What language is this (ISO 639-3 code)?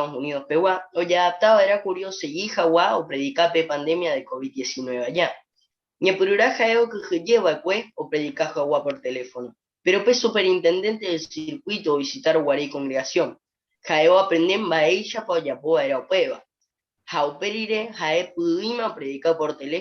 grn